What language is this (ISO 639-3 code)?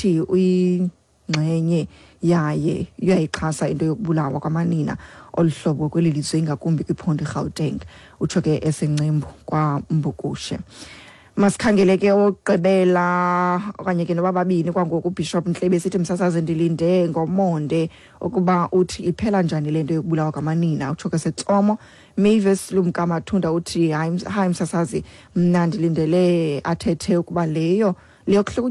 xho